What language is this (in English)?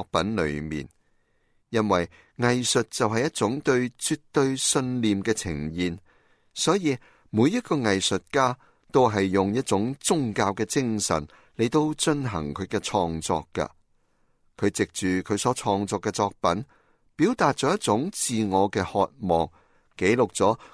Cantonese